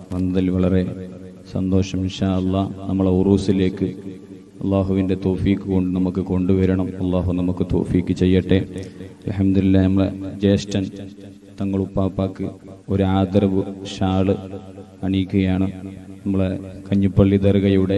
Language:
Malayalam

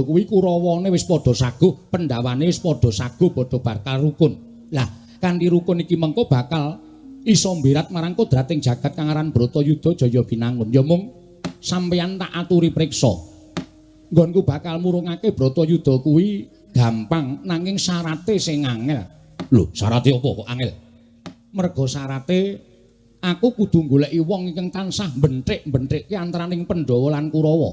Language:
Javanese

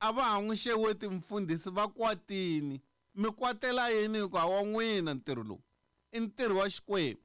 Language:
Tsonga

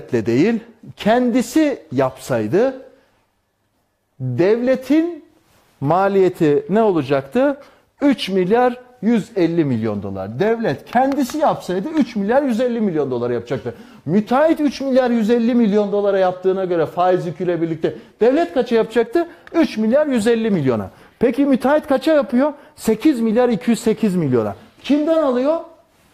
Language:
Turkish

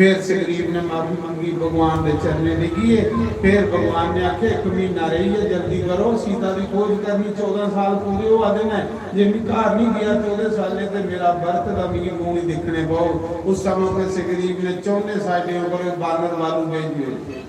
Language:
Dogri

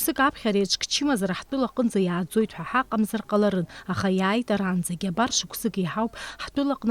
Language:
Abkhazian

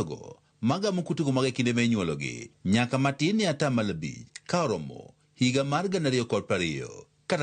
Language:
Luo (Kenya and Tanzania)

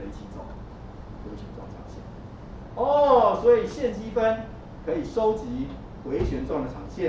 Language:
Chinese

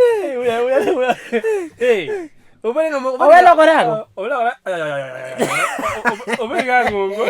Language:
Luo (Kenya and Tanzania)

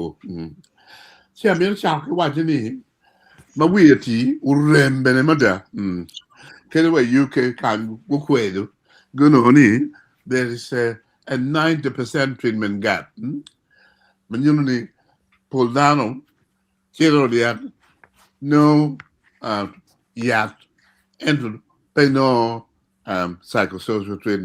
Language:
Acoli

